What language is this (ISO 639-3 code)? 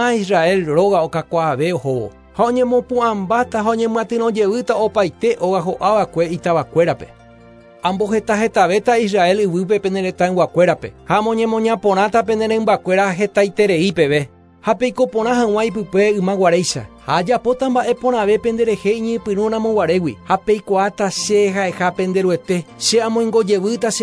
grn